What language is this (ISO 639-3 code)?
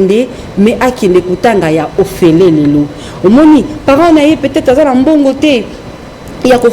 lin